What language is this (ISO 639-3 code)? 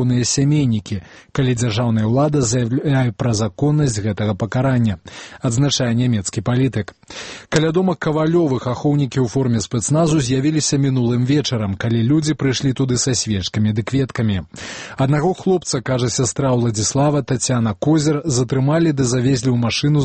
bel